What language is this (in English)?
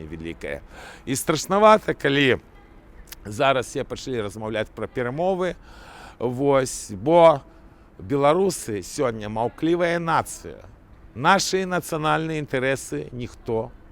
Belarusian